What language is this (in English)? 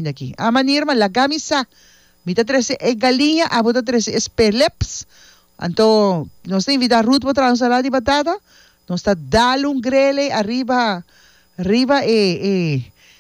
Papiamento